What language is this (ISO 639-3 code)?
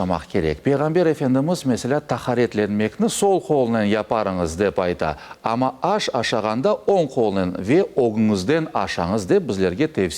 crh